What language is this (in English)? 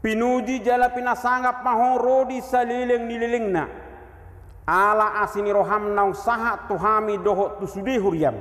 Batak Toba